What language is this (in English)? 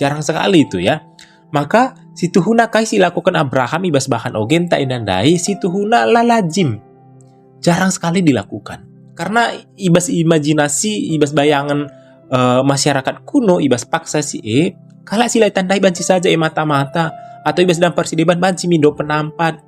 Batak Karo